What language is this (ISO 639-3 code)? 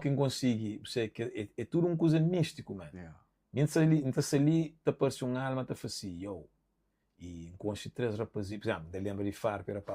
kea